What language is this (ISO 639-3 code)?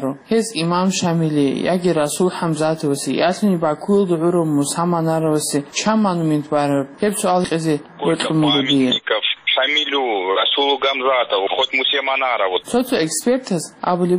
ava